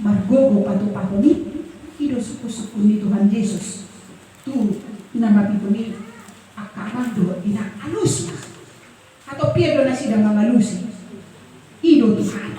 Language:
Batak Toba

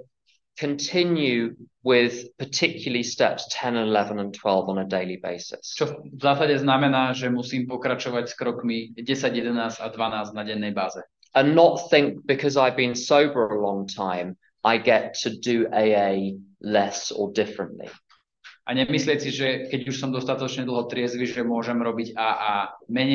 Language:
Slovak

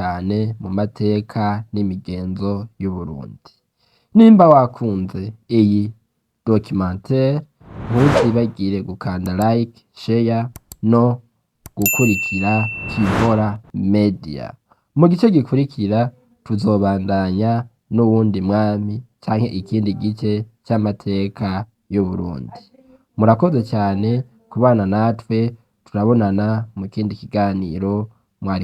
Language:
Rundi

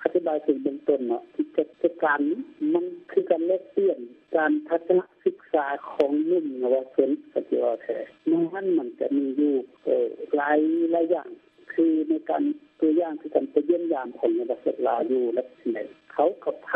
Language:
Lao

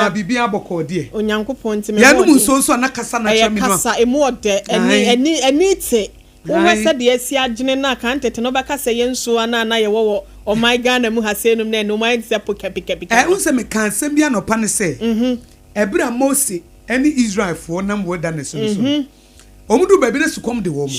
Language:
Akan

